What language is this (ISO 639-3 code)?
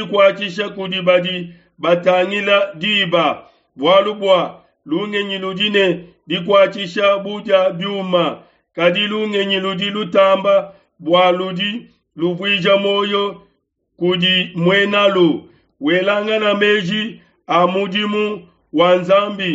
lua